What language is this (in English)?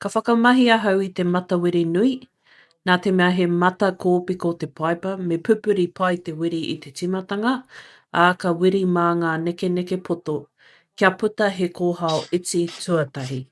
Māori